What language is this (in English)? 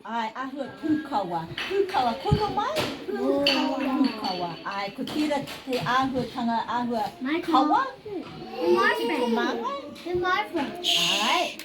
Māori